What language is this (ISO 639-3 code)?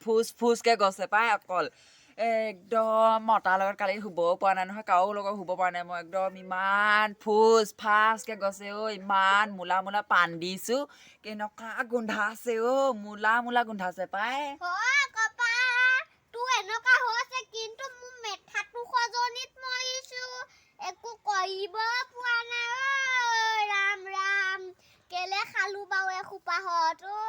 asm